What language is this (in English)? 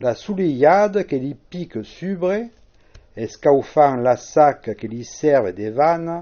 Occitan